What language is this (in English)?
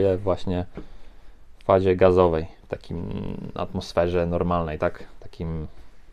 Polish